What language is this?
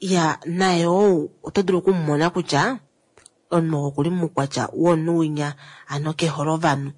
Kuanyama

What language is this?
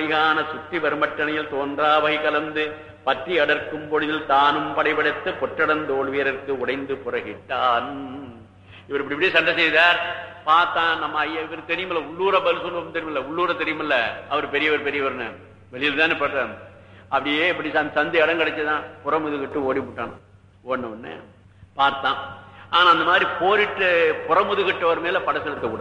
Tamil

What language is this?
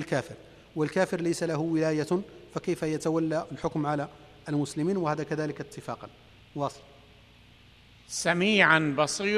Arabic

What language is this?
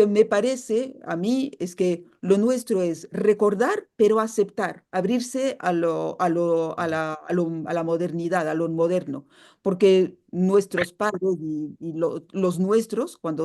Ladino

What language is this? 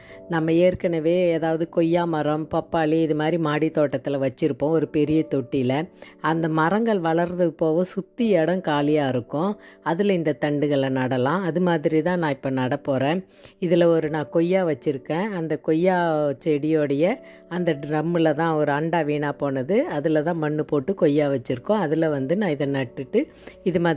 Tamil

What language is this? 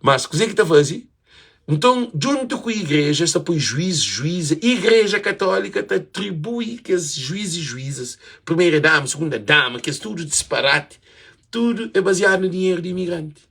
Kabuverdianu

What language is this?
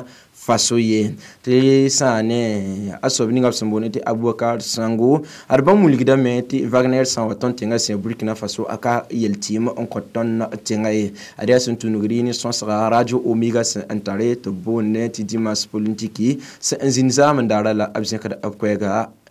Mossi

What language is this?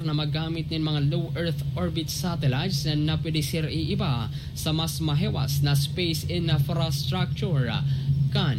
Bikol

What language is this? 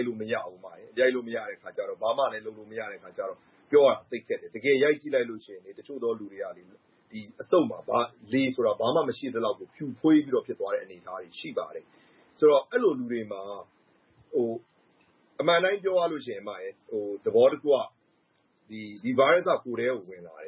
Burmese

